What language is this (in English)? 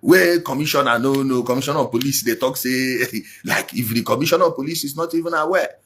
Igbo